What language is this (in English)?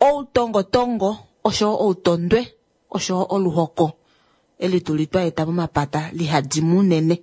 Kuanyama